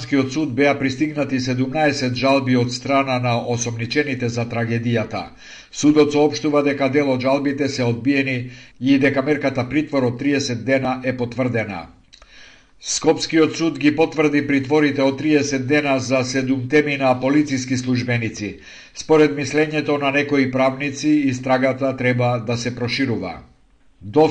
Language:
Macedonian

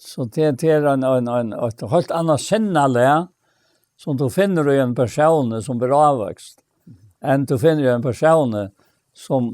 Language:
Faroese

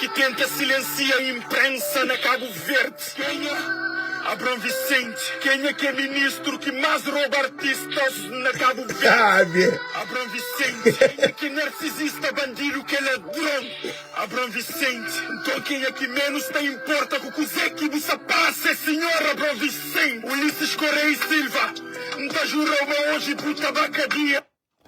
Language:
Kabuverdianu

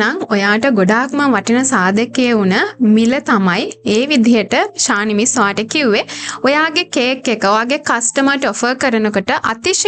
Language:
Sinhala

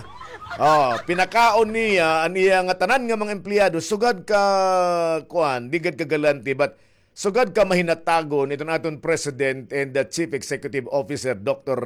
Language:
Waray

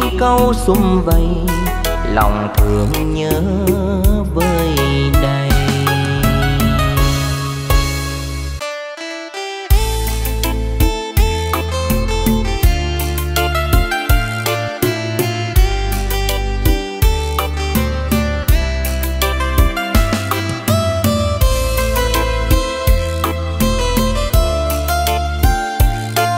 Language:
Vietnamese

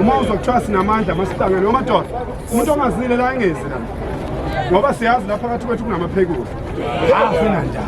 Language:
Zulu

